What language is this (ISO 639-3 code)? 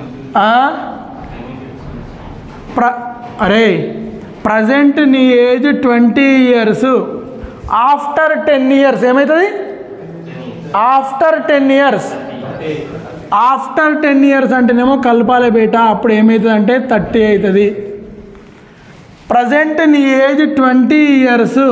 tel